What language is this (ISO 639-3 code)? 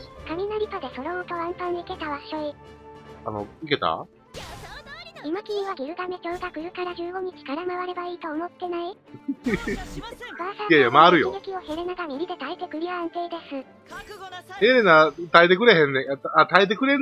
jpn